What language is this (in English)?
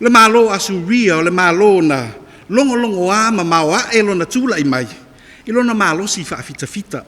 Samoan